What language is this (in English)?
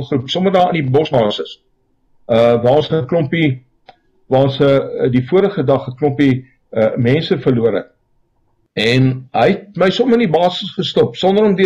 Afrikaans